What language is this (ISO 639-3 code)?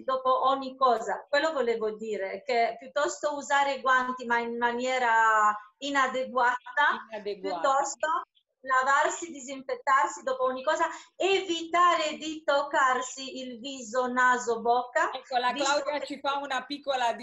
ita